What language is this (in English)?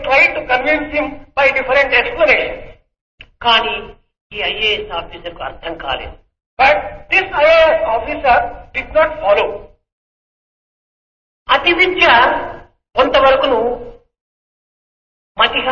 Telugu